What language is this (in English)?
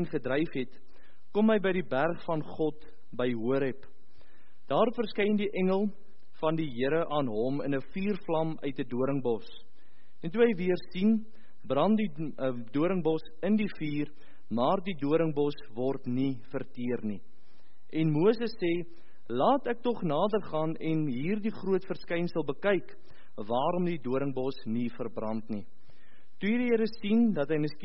Afrikaans